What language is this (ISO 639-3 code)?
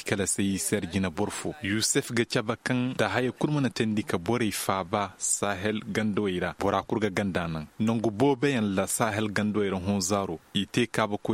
ses